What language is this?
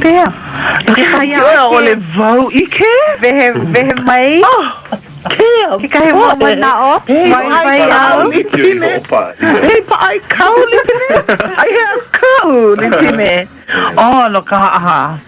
Hawaiian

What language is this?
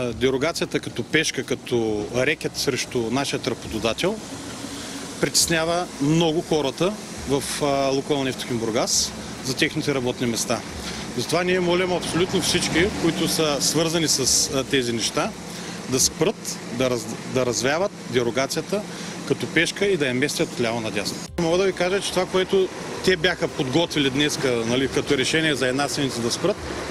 Bulgarian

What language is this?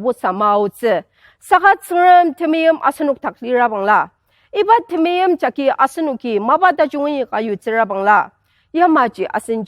Ao Naga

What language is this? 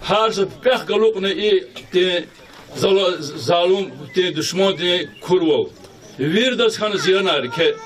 Lezghian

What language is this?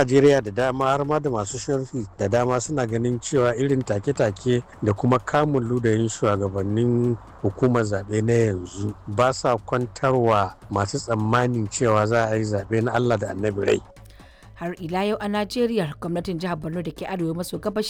Hausa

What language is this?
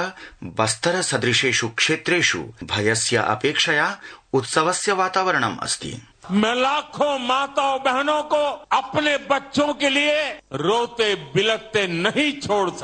Sanskrit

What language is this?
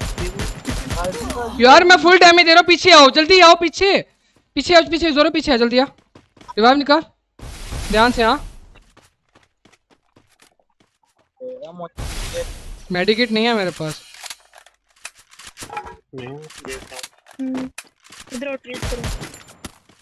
Hindi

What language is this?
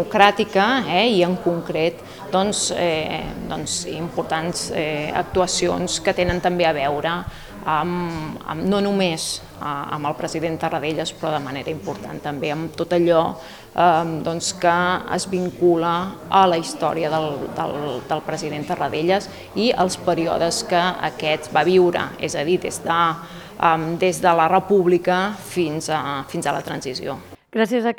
Catalan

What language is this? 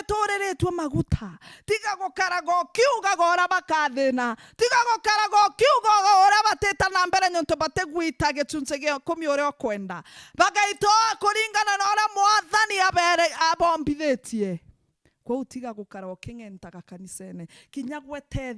Meru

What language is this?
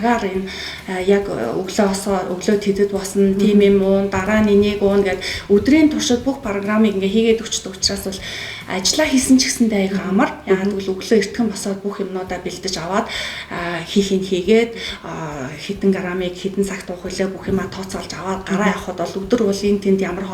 Mongolian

